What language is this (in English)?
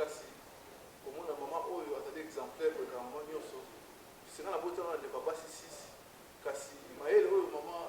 Lingala